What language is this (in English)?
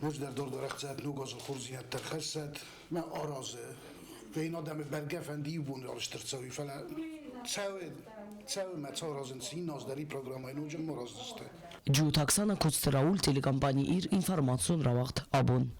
Ossetic